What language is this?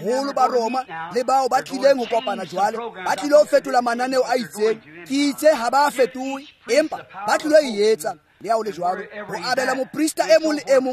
Tswana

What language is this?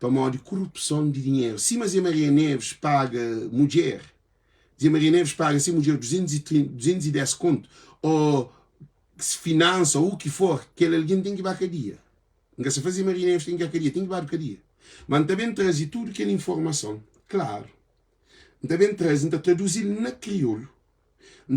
Kabuverdianu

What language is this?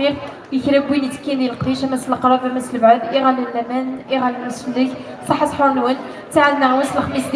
Kabyle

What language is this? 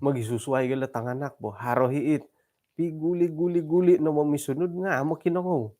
Central Dusun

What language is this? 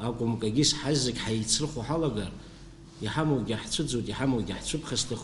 Abkhazian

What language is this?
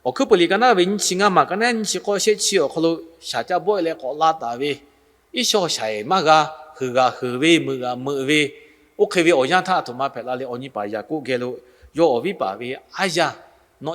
Lahu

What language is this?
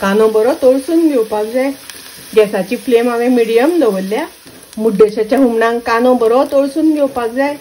Konkani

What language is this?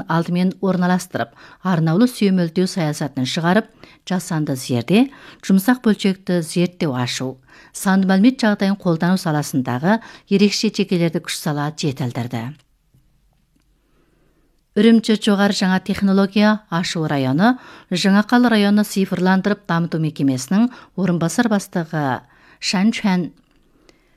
Kazakh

